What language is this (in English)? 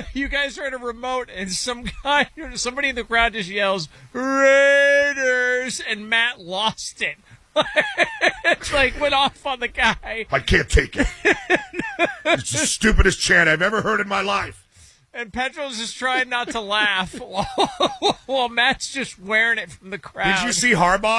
English